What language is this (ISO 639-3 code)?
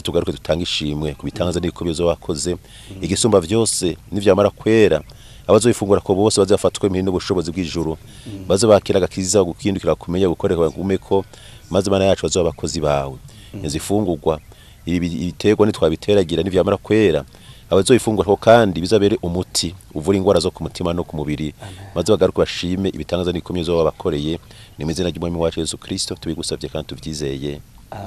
run